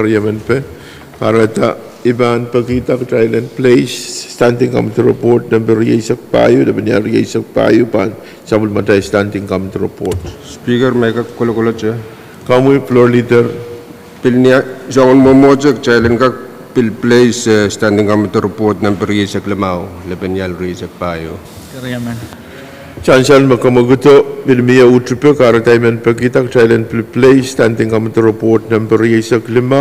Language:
Pohnpeian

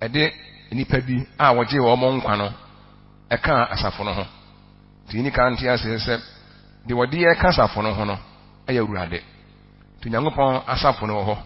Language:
Akan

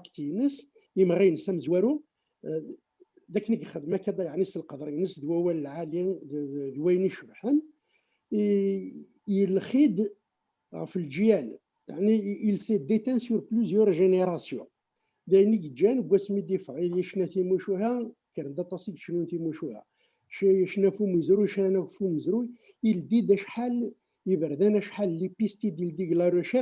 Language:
Kabyle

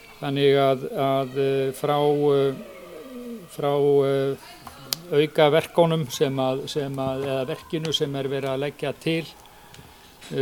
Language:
Icelandic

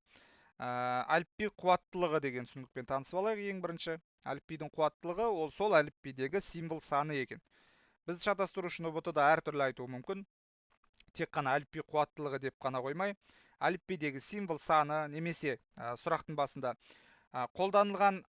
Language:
Kazakh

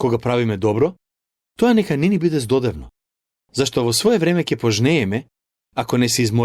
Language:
Macedonian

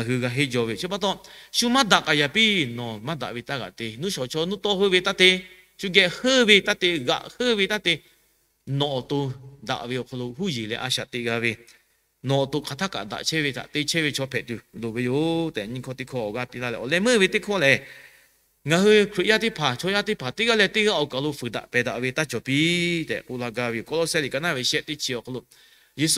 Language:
Lahu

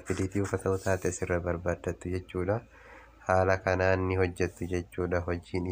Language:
Oromo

